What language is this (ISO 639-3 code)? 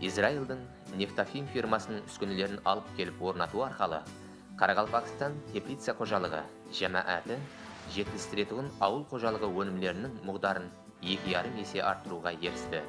kaa